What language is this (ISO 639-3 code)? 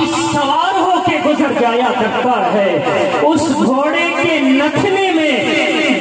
urd